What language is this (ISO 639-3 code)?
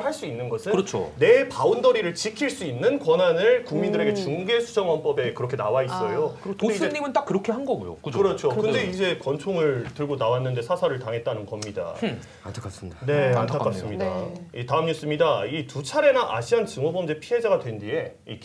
kor